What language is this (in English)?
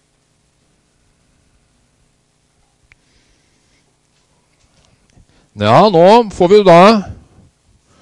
Norwegian